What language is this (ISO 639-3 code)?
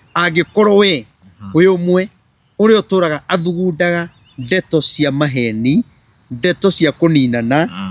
kik